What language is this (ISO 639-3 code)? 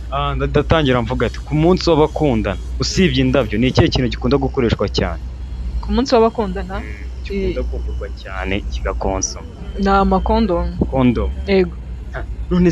kin